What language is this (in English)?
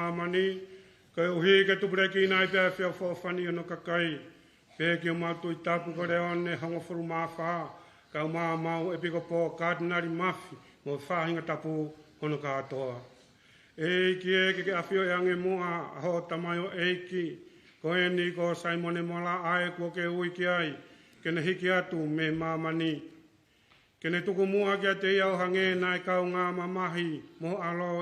Tongan